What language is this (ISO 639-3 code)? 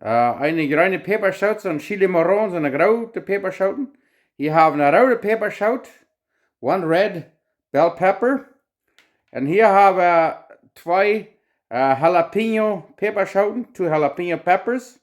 pdt